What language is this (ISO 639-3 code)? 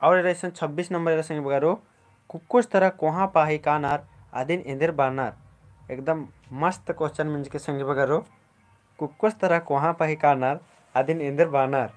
kru